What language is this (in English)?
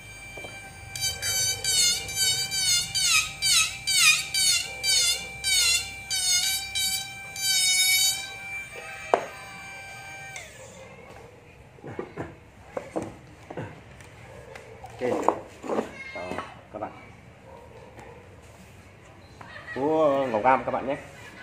Vietnamese